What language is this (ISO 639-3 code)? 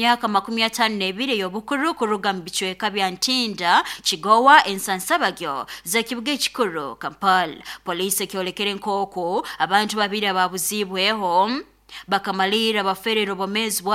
nyn